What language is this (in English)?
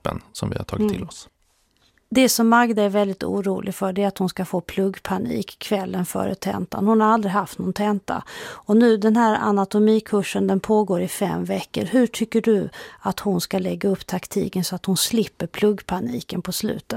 Swedish